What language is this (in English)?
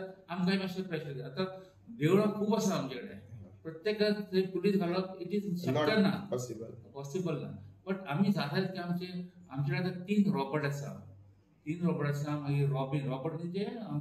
Konkani